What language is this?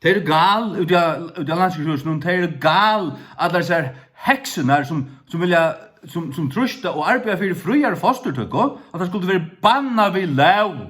Faroese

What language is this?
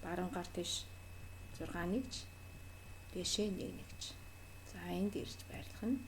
Mongolian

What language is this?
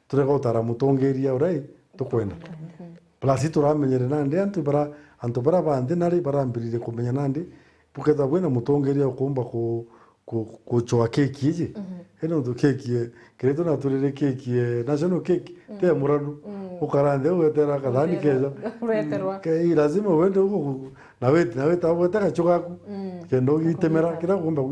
Meru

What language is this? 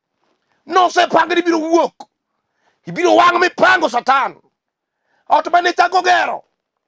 Luo (Kenya and Tanzania)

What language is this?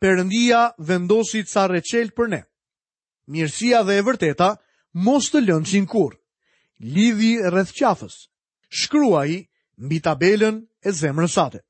Albanian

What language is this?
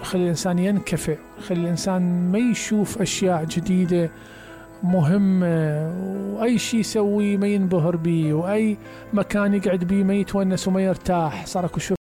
Mesopotamian Arabic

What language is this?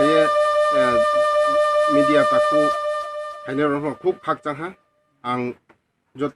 Riang (India)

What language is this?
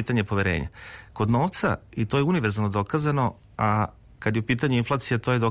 Serbian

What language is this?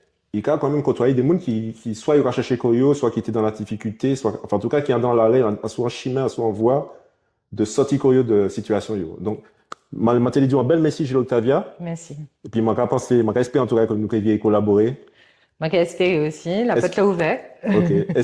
Guadeloupean Creole French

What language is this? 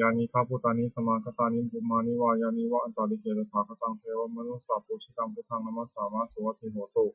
Pali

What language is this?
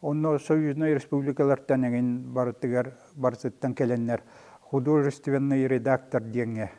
Yakut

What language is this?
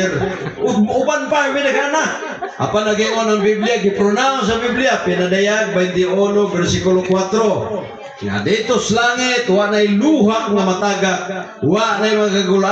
Cebuano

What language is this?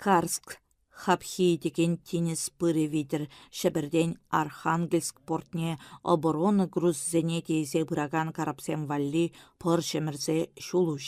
Chuvash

